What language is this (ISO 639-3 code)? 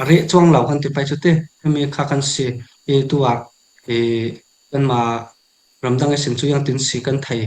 cfm